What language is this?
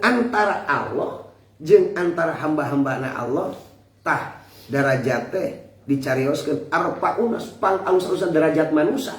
Sundanese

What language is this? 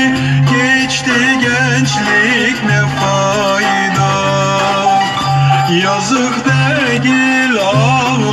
Turkish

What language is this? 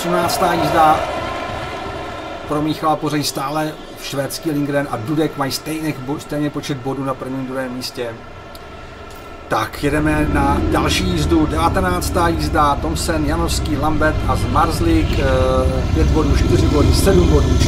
Czech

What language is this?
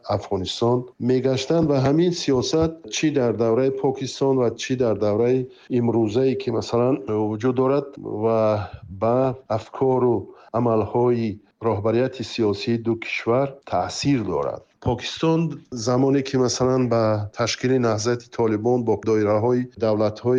Tajik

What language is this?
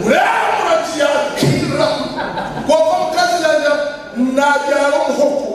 Nyankole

